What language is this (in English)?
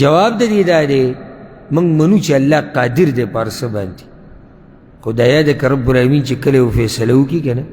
Pashto